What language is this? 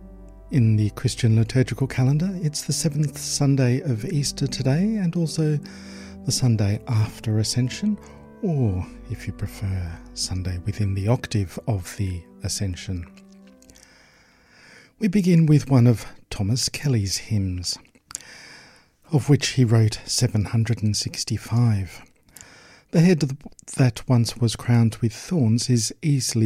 English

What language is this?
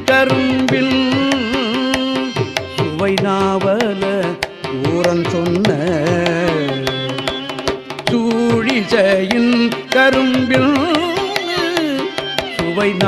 Tamil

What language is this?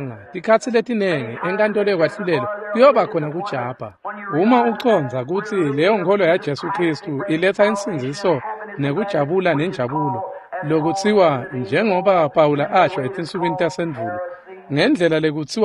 Swati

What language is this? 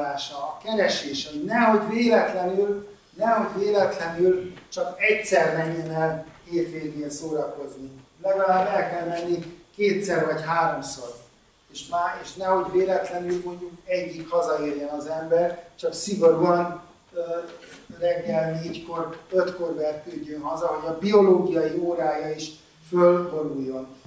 Hungarian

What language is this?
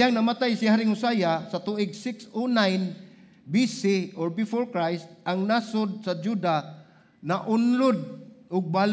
Cebuano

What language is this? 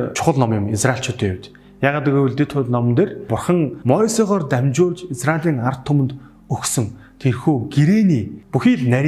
Mongolian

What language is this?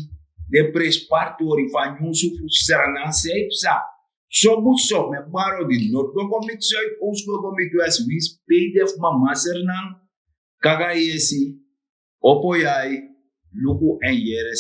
Sranan Tongo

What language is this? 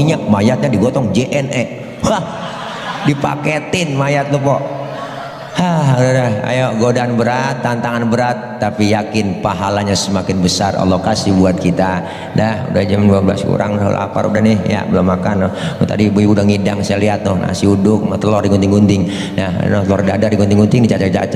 Betawi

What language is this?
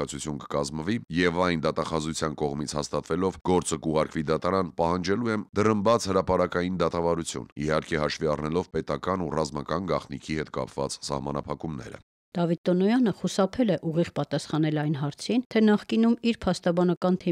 Armenian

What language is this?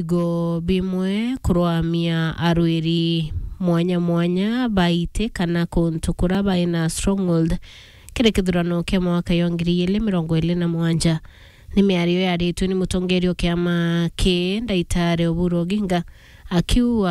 Meru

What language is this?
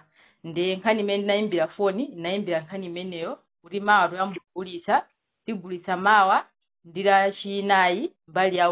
Nyanja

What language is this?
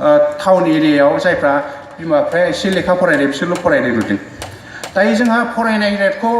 Bodo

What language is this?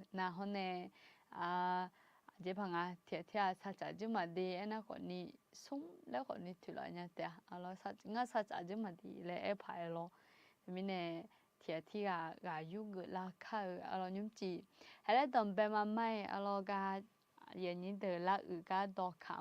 Akha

